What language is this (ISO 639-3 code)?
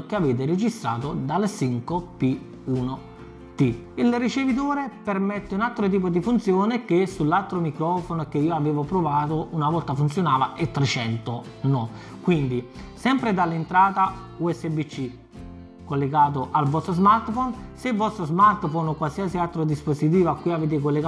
ita